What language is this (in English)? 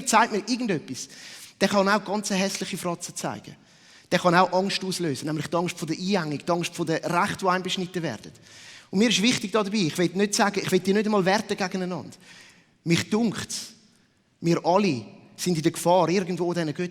Swiss German